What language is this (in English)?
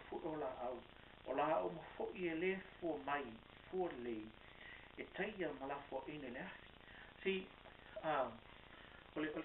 Samoan